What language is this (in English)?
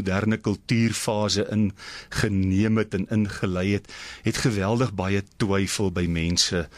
Afrikaans